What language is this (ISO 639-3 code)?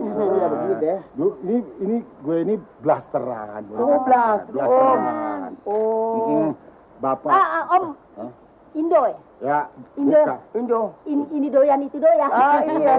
bew